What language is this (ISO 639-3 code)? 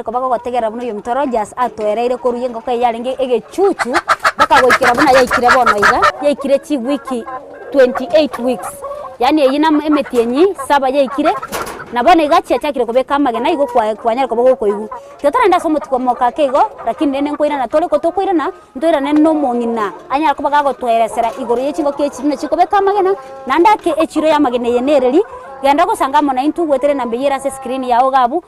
guz